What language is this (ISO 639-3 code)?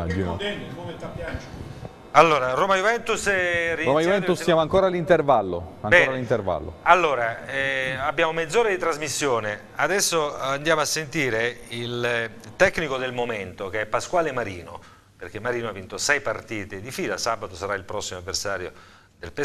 ita